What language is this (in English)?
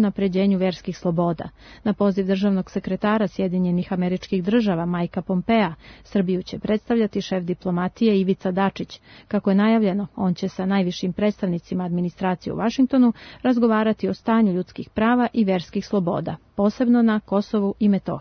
Serbian